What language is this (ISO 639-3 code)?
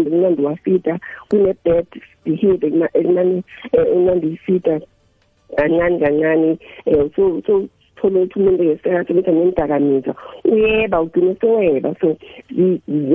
nbl